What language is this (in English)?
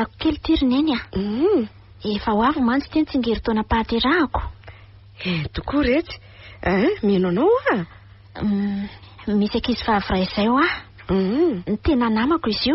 Malagasy